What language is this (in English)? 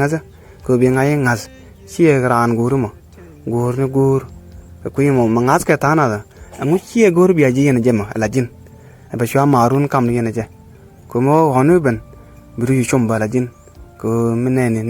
Nuer